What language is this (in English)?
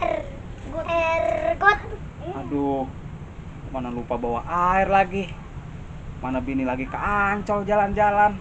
Betawi